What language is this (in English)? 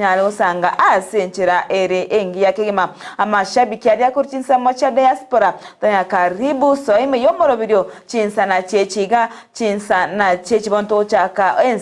Gusii